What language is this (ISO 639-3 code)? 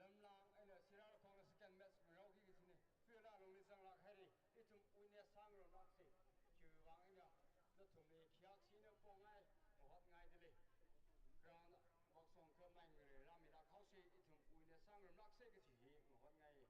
nmf